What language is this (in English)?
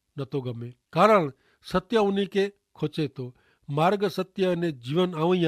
Kachhi